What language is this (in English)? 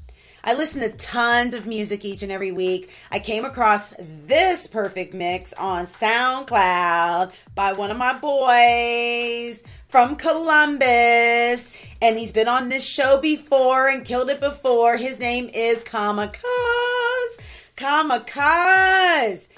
English